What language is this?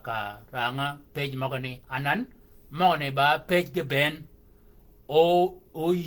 Shilluk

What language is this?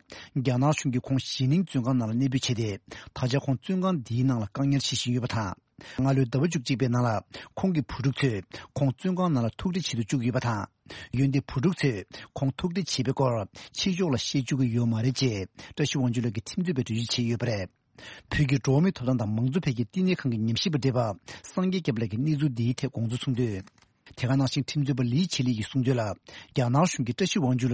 Tibetan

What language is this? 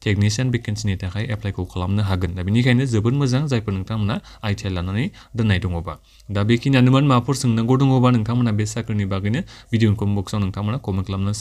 Bodo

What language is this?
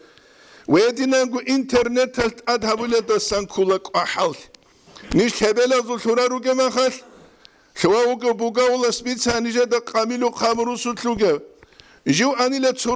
Avaric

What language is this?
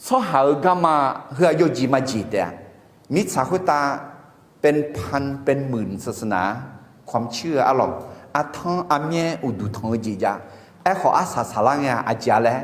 Akha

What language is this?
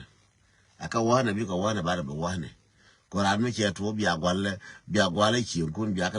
Nuer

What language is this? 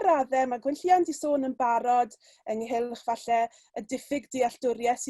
Welsh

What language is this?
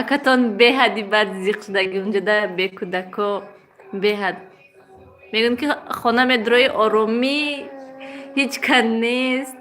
Tajik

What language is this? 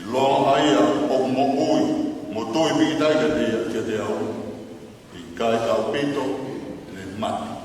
Tongan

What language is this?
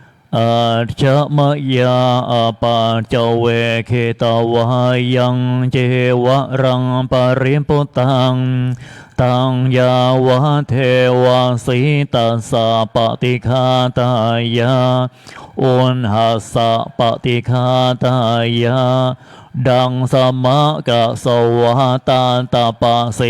Pali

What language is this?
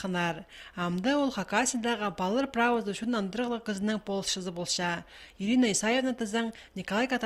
Khakas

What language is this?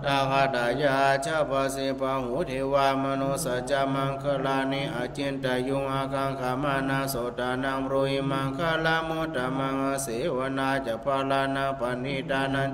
Pali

